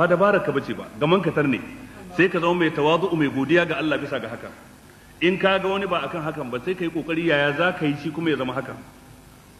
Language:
Hausa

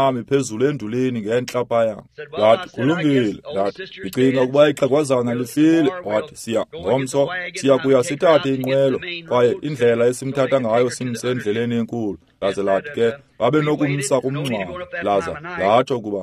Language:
Xhosa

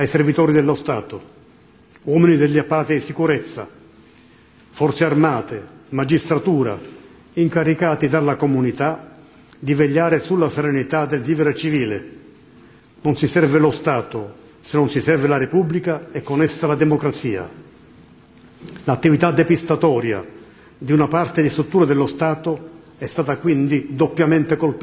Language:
Italian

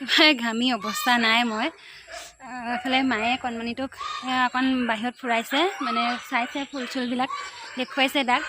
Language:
Assamese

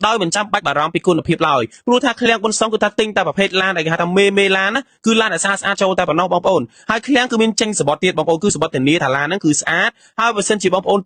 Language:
Khmer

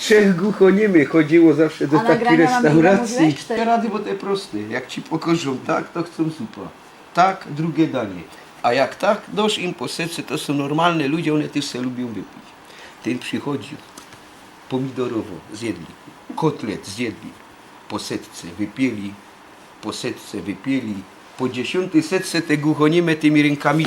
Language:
Silesian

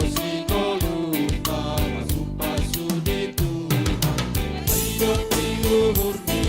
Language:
Batak Simalungun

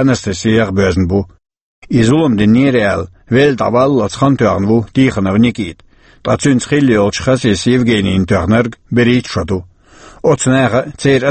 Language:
Chechen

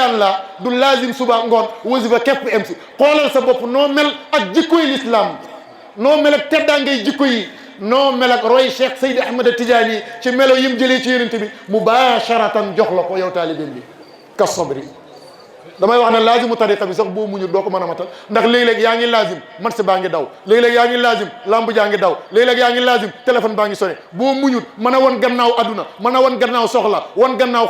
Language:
Wolof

